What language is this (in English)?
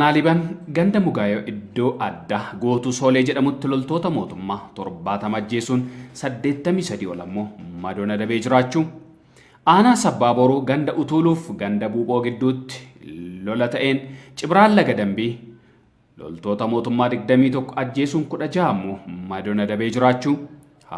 Oromo